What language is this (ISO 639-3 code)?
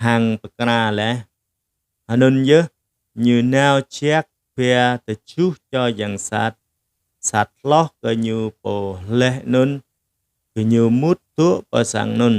jra